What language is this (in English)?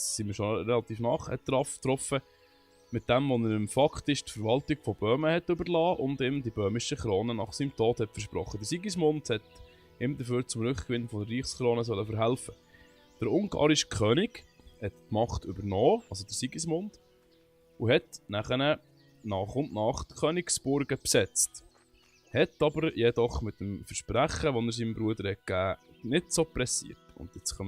Swiss German